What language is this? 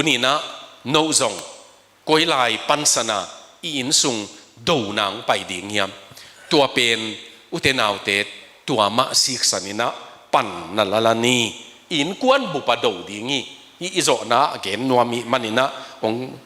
Tedim Chin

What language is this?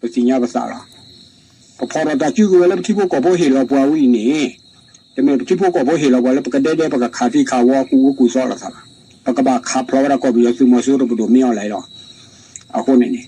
S'gaw Karen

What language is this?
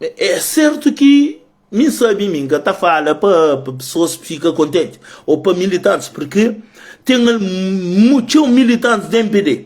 Kabuverdianu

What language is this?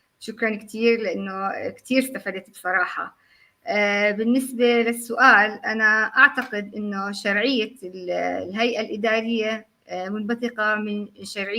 North Levantine Arabic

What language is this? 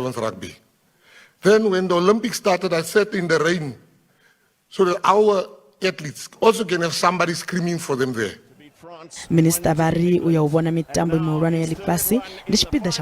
Venda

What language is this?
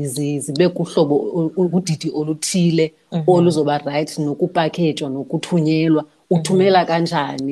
Xhosa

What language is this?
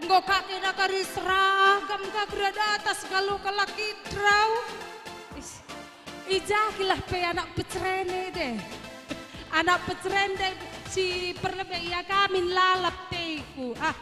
Batak Karo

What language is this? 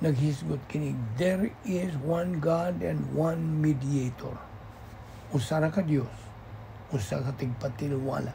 Cebuano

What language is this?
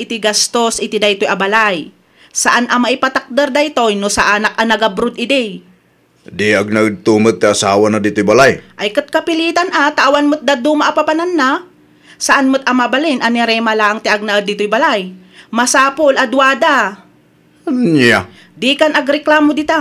Iloko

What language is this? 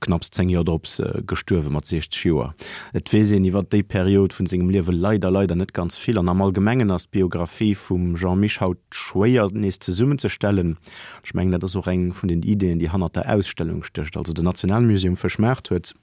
Luxembourgish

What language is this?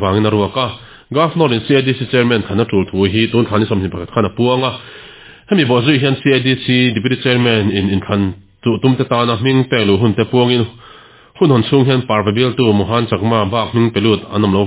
Mizo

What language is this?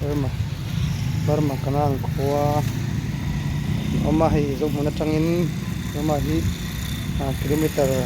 Mizo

